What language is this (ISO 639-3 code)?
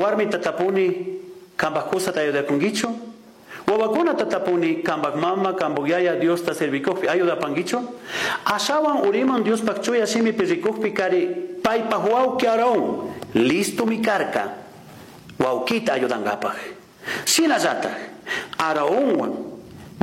qug